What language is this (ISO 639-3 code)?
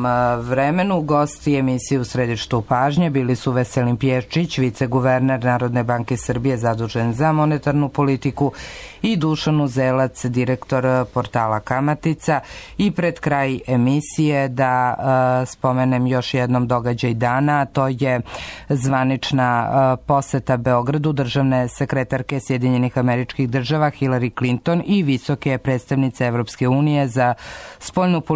srp